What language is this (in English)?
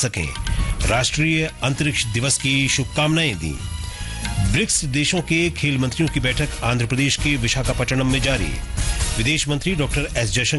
Hindi